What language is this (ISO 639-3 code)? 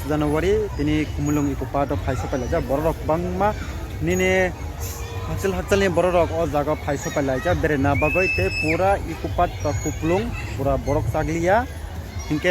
trp